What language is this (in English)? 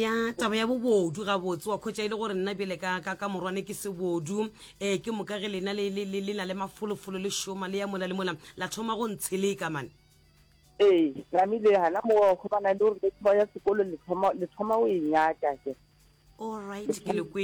Northern Sotho